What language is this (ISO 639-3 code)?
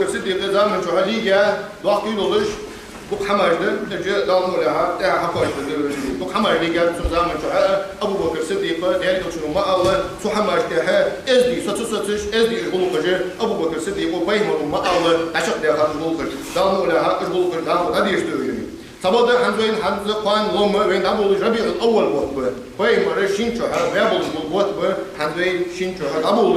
inh